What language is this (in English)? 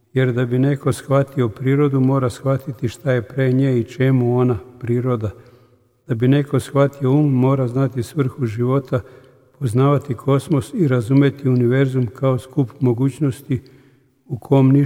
Serbian